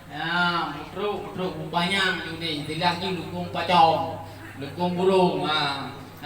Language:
Achinese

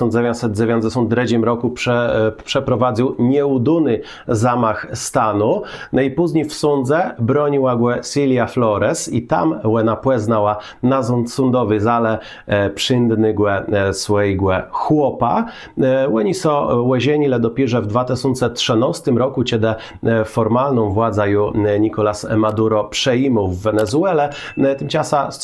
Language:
Kashubian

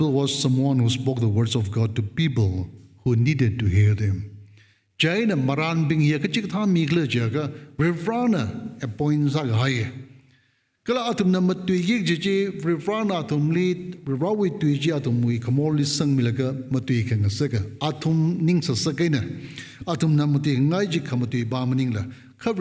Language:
Tangkhul Naga (India)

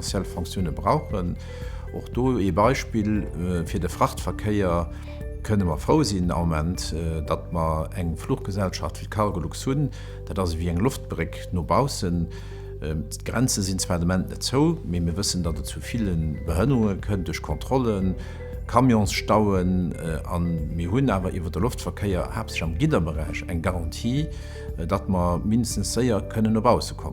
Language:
Luxembourgish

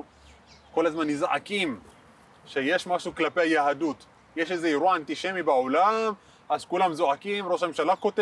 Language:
Hebrew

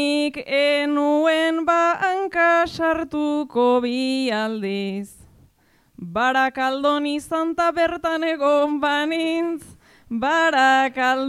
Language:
Basque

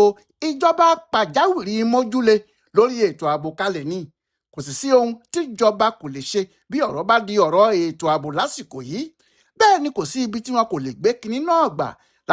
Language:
Yoruba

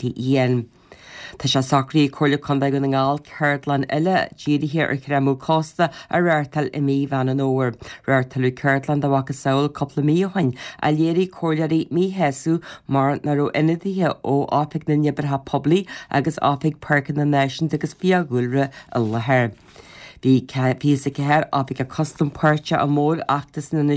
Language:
Irish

